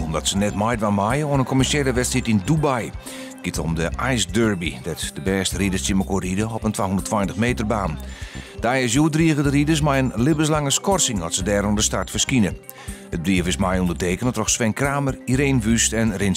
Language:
Western Frisian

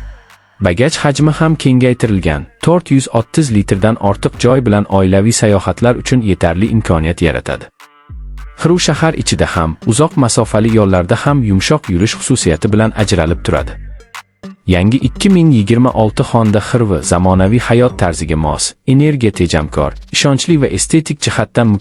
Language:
Uzbek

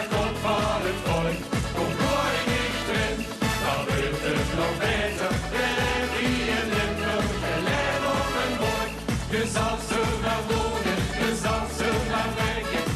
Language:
Limburgish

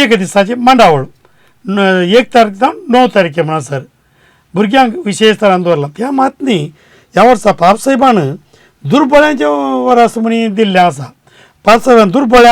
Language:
Konkani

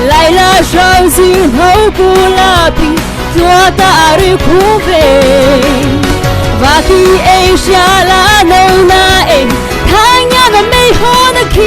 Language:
Mara Chin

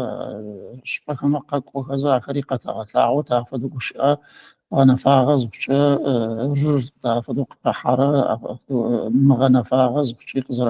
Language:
Adyghe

